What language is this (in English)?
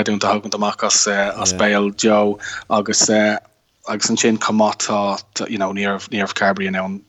Irish